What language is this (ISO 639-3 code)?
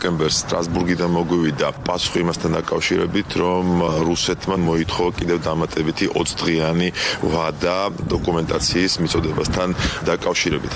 kat